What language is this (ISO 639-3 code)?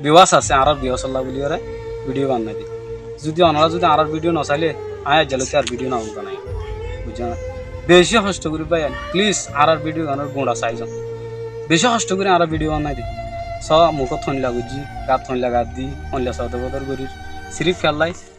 rhg